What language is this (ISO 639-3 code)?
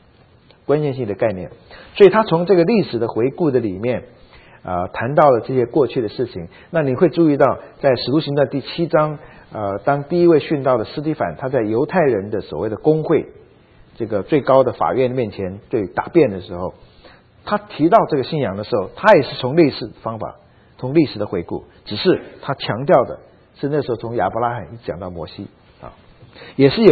zho